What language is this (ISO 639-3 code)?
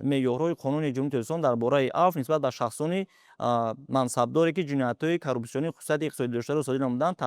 tgk